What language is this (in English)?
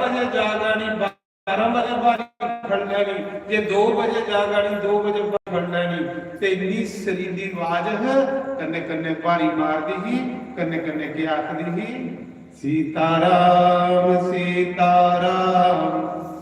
Dogri